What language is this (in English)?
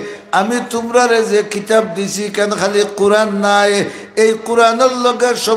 Sylheti